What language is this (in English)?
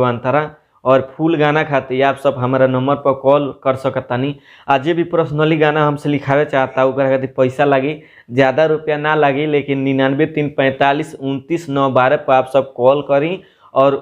Bhojpuri